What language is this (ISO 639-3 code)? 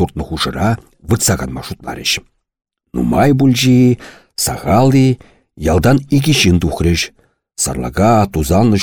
chv